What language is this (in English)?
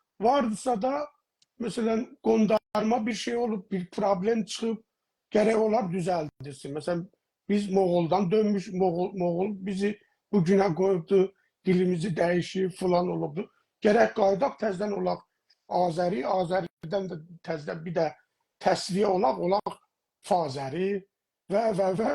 South Azerbaijani